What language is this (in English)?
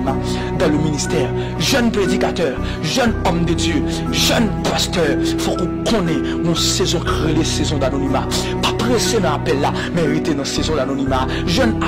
Haitian Creole